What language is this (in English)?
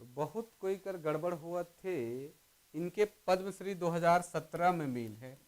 Sadri